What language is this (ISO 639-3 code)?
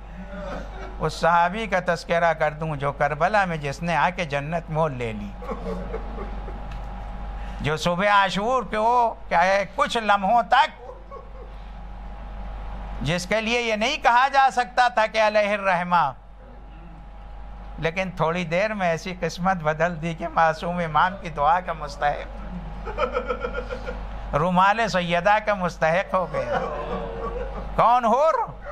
urd